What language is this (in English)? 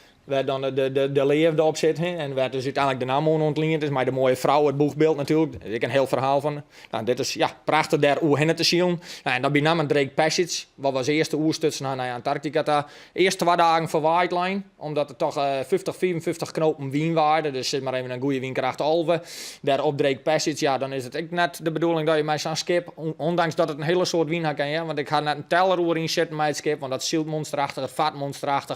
Western Frisian